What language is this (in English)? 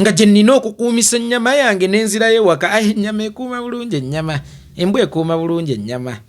Ganda